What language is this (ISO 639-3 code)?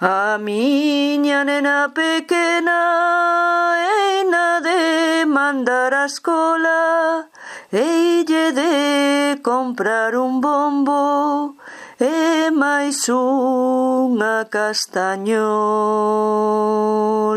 glg